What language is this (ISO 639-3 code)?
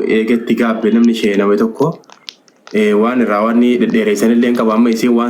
orm